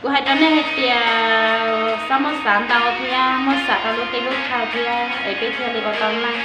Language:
Hmong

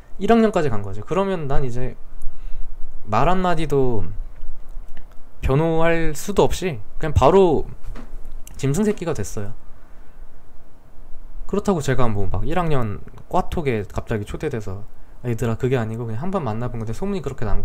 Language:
Korean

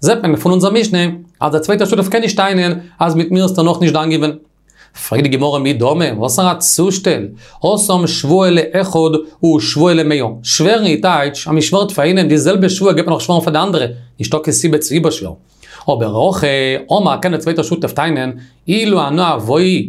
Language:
Yiddish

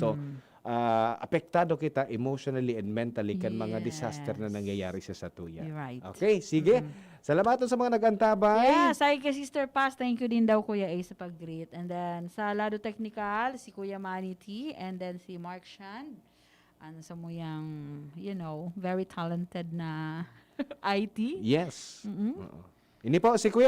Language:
Bikol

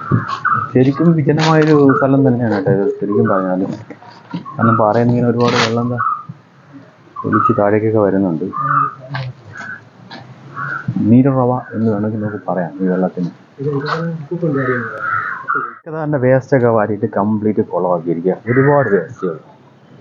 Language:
Malayalam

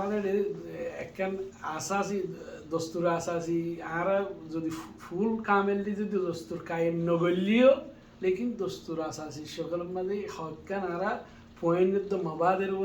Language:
Rohingya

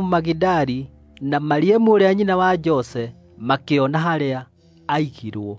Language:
Kikuyu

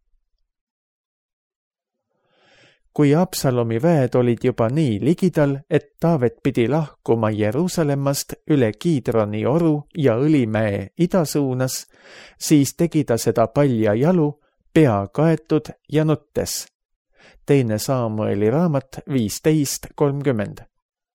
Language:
Estonian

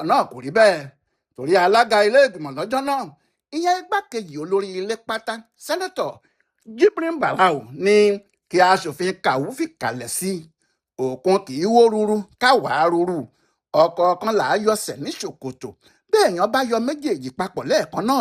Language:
Yoruba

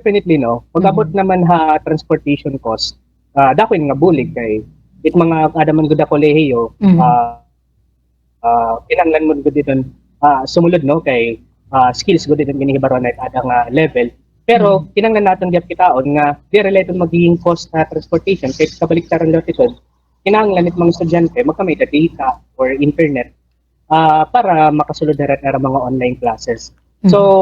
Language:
Waray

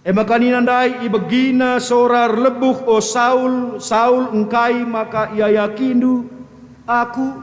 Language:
Batak Karo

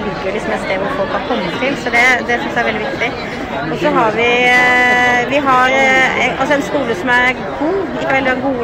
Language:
Norwegian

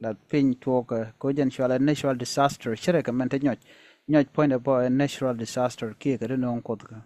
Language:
Nuer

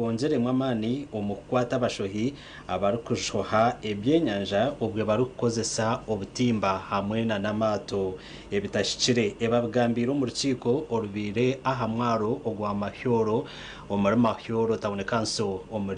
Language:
Nyankole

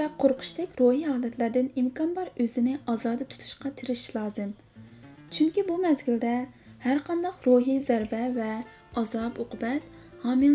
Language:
Uyghur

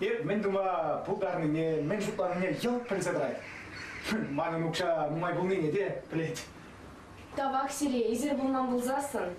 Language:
Chuvash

